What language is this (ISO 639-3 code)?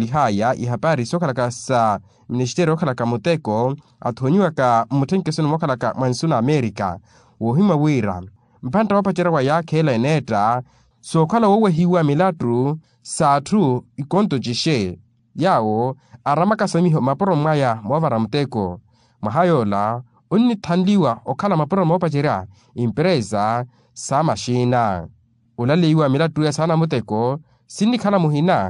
vmw